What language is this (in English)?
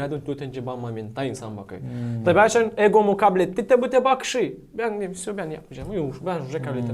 Gagauz